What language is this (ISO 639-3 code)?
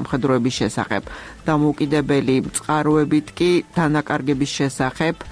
kat